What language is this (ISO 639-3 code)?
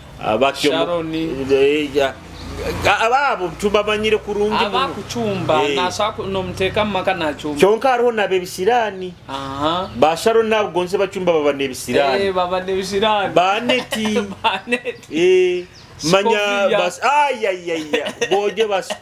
nyo